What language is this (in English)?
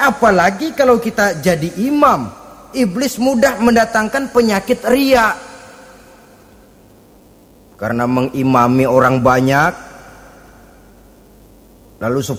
Indonesian